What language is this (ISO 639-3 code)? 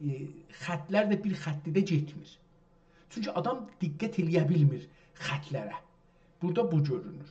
azb